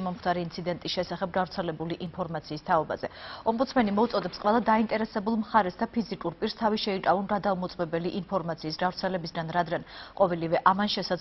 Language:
Georgian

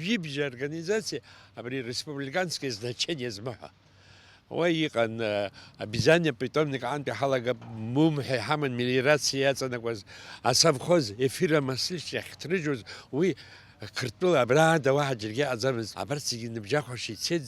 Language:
Abkhazian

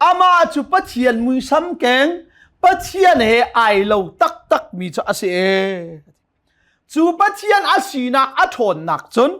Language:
Hakha Chin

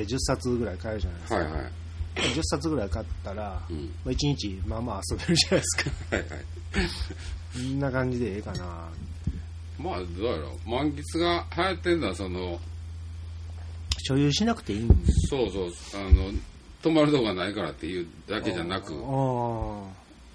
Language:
Japanese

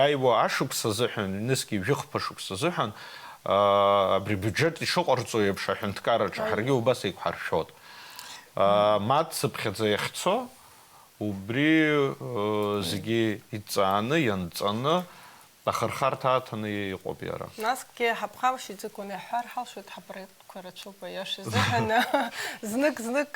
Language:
Abkhazian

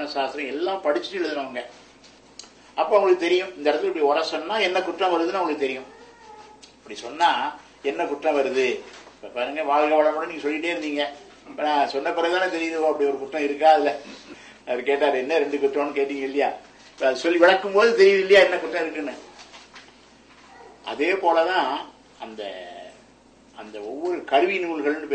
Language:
Tamil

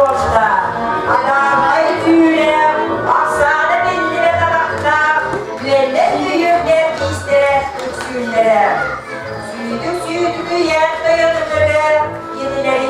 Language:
Yakut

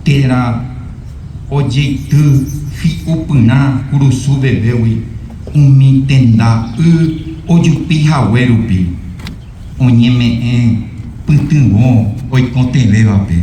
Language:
Guarani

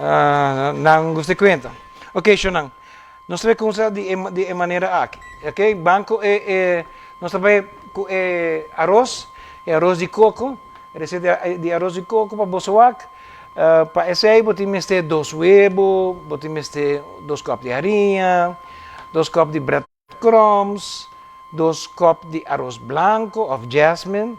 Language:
Papiamento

